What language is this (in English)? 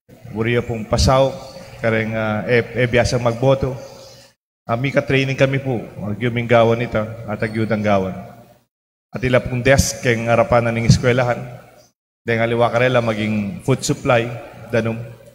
Pampanga